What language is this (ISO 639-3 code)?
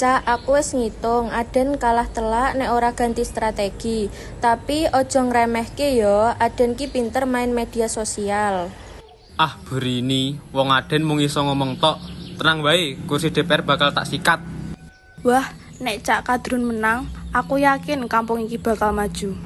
jav